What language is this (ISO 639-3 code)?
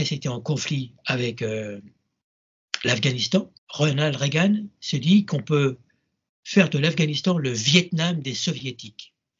fra